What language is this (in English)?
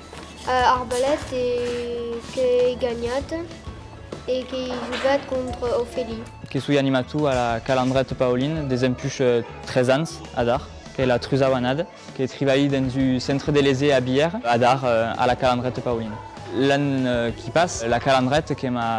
Occitan